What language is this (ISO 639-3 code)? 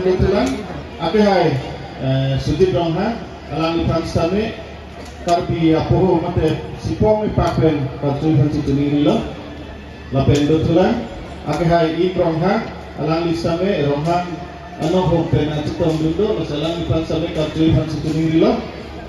mjw